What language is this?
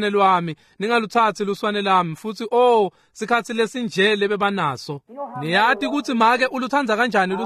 Swati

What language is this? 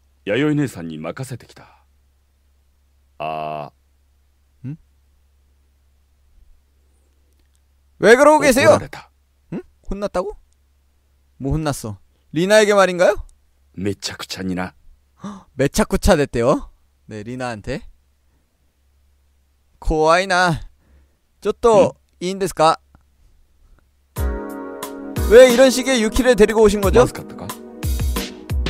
Korean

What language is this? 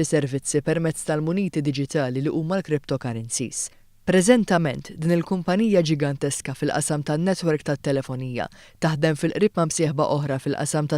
Maltese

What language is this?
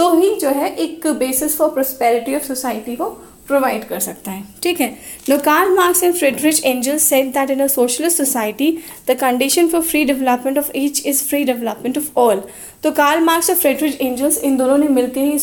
Hindi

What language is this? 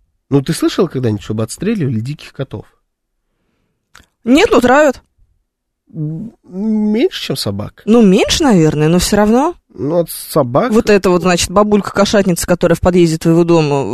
Russian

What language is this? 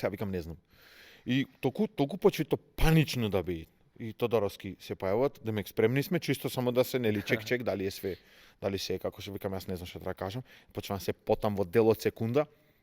Macedonian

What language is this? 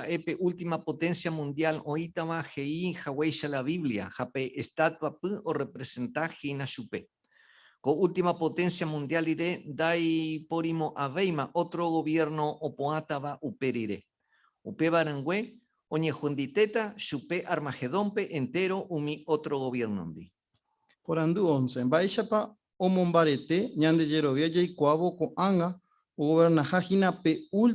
Guarani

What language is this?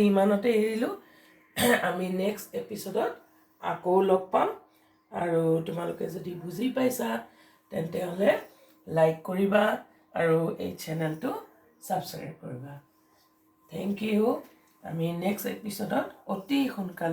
Assamese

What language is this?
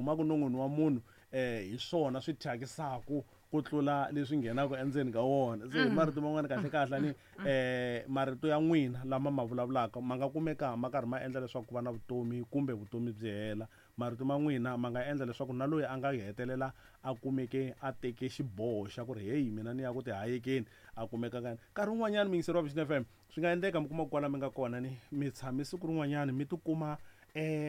Tsonga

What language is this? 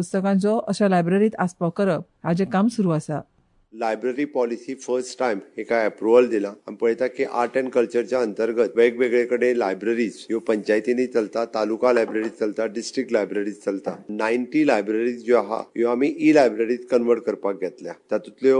Konkani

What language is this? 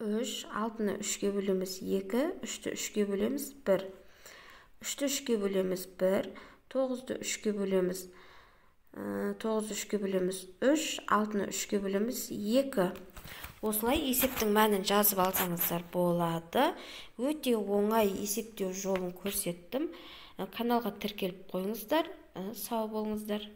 Kazakh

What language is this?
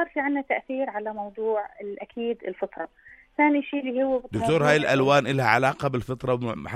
North Levantine Arabic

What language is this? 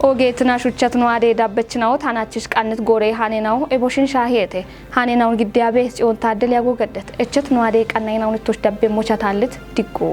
Kafa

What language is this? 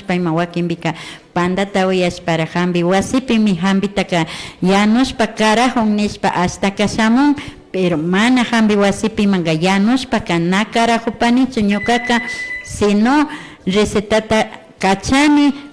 Imbabura Highland Quichua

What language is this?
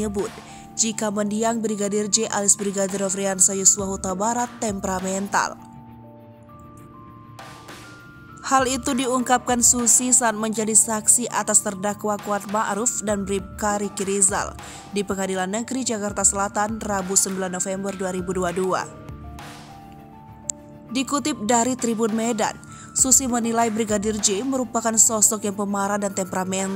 Indonesian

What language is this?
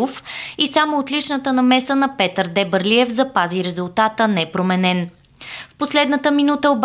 Bulgarian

